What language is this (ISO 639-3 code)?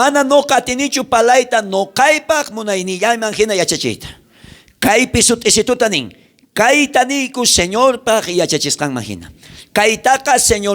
quh